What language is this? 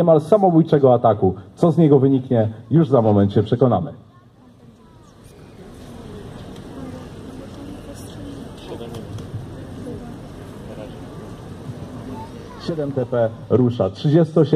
Polish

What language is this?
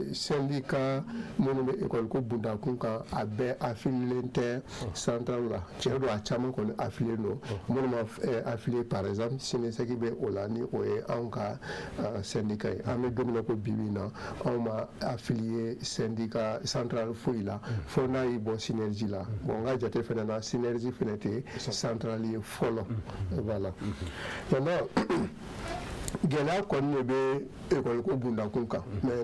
Bambara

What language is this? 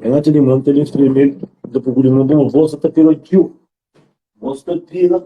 Kabuverdianu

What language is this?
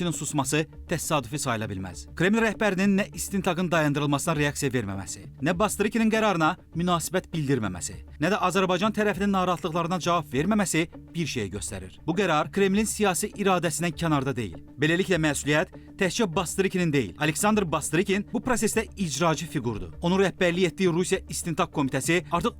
Azerbaijani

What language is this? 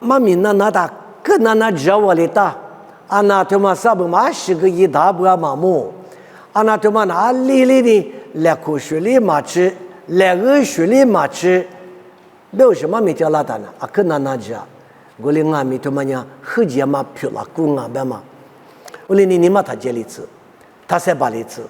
Lisu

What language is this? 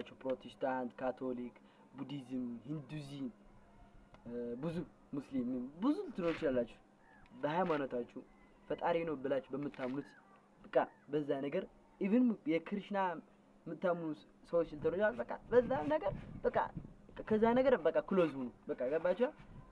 Amharic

